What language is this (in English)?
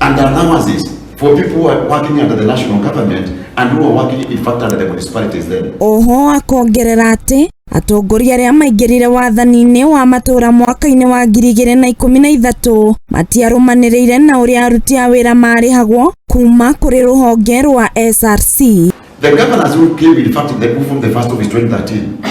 Kikuyu